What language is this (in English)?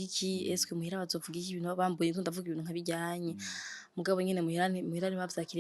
Rundi